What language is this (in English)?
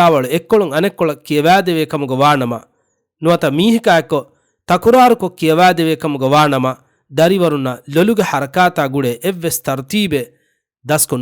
Divehi